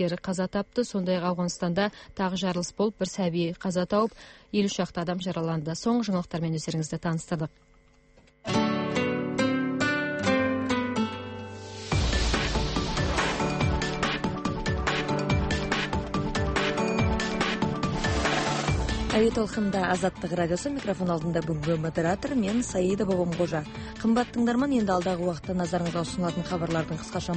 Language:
Kazakh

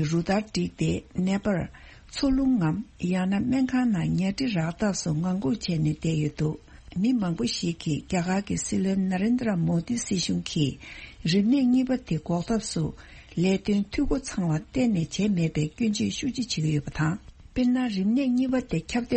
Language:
Tibetan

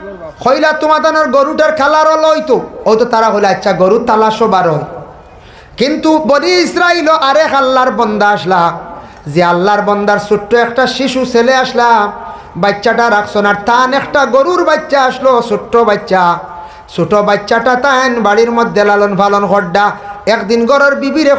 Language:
Sylheti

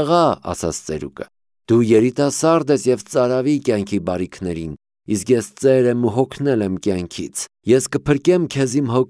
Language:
Armenian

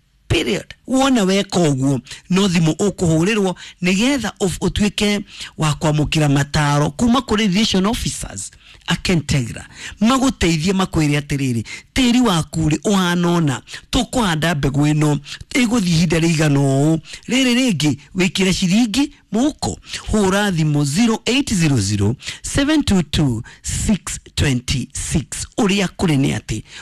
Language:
Kikuyu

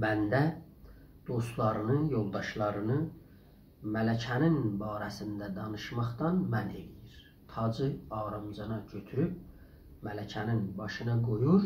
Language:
South Azerbaijani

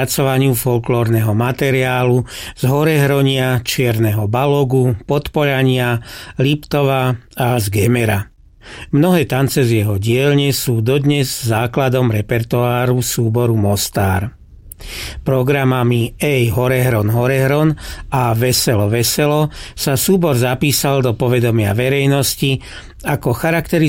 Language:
Slovak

